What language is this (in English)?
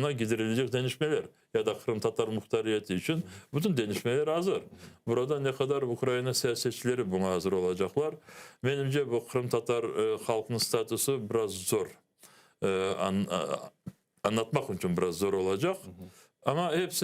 Crimean Tatar